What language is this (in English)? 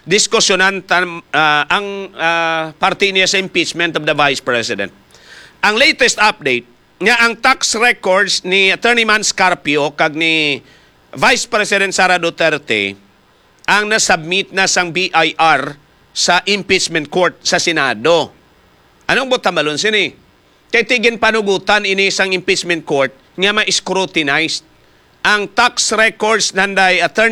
Hiligaynon